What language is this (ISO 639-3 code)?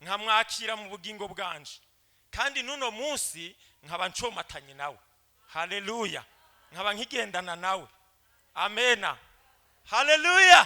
run